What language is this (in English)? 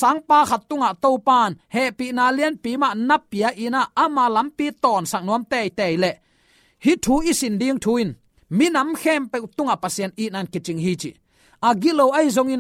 Tedim Chin